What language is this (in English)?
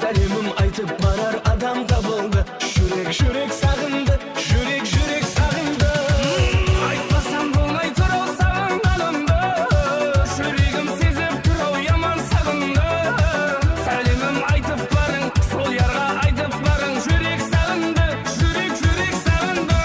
Kara-Kalpak